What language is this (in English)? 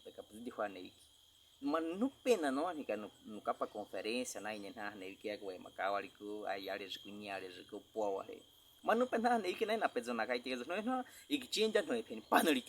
Baniwa